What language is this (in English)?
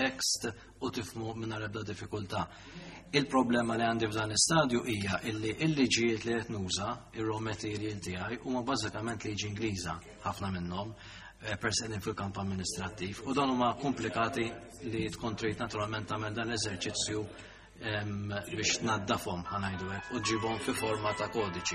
Maltese